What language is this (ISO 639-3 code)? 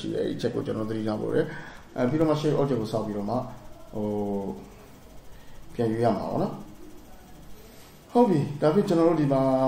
mya